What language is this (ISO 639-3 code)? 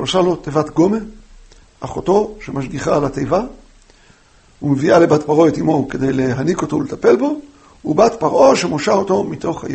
heb